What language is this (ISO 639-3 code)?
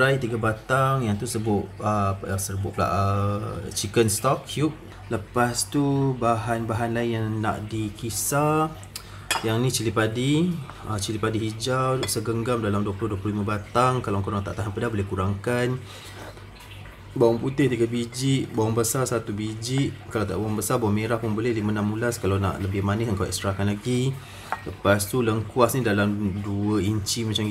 msa